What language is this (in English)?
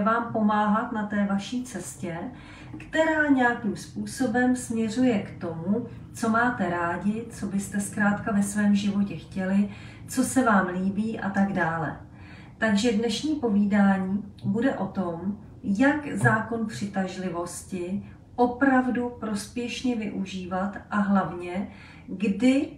Czech